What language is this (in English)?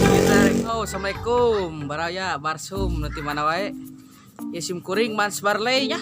Sundanese